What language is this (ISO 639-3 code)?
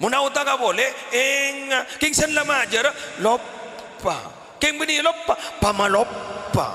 mad